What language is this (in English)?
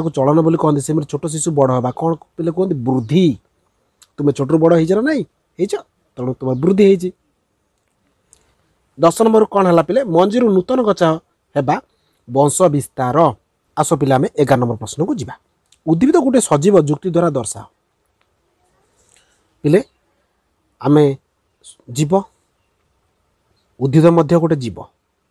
Odia